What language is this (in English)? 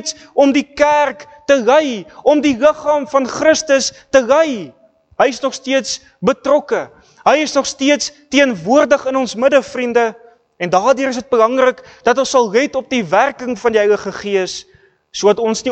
Afrikaans